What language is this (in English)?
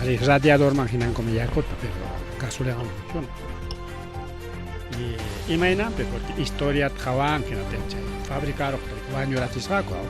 Ayacucho Quechua